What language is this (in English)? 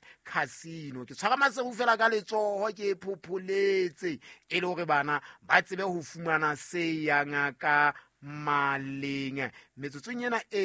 Southern Sotho